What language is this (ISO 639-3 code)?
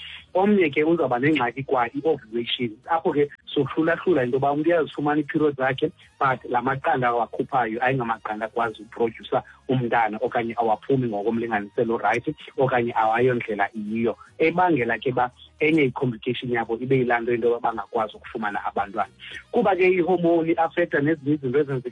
xho